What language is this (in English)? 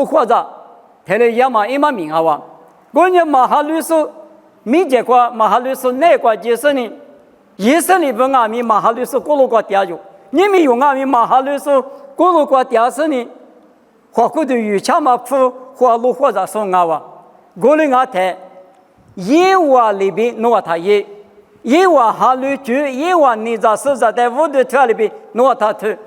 Lisu